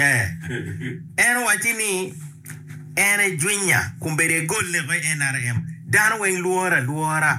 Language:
Acoli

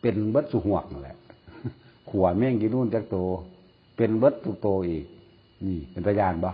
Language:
Northeastern Thai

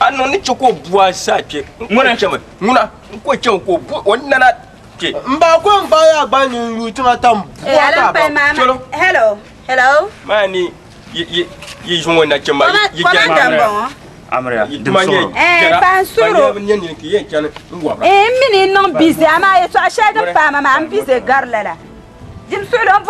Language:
Dagbani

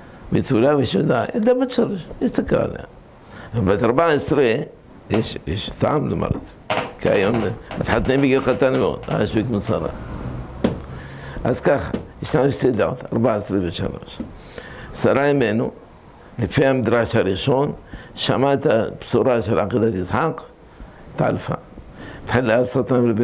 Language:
Hebrew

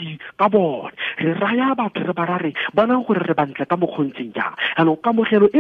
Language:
Tswana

